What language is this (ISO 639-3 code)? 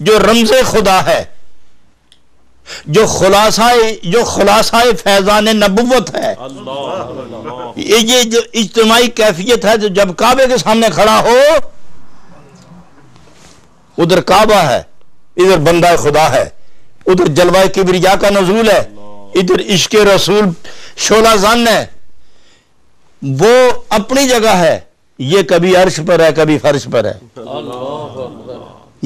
urd